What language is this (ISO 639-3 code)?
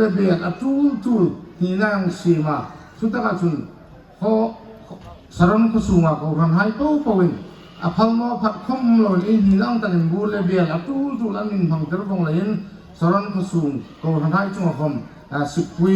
hmr